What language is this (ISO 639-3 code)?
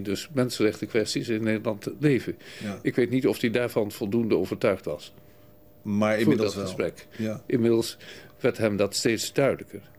nld